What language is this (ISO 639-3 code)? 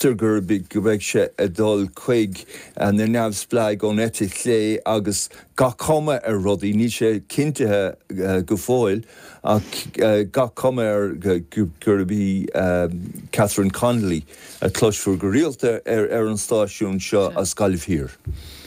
gle